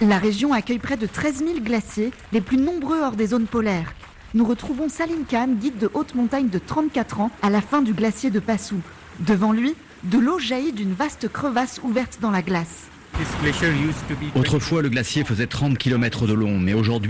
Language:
French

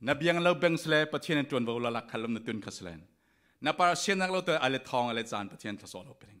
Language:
Falam Chin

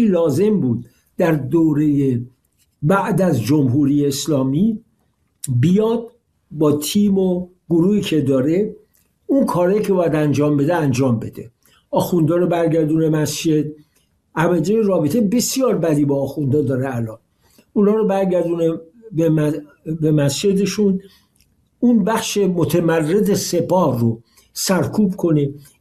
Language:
Persian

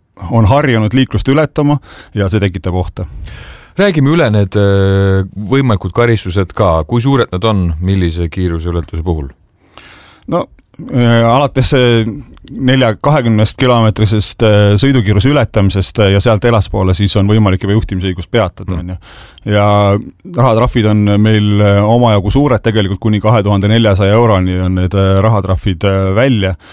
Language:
Estonian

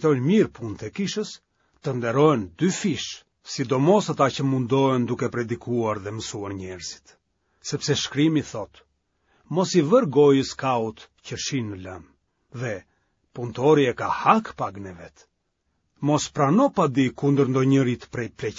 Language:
Albanian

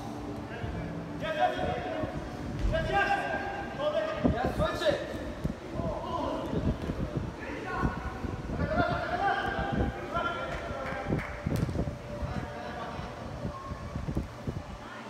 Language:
English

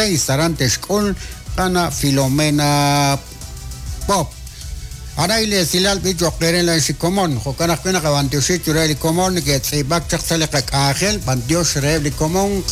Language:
Kekchí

